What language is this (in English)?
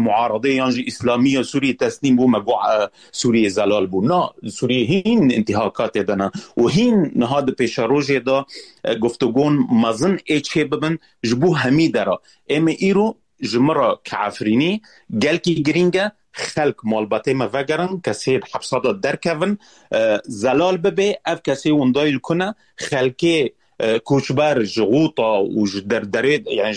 Kurdish